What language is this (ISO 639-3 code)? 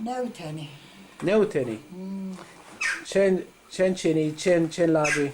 zza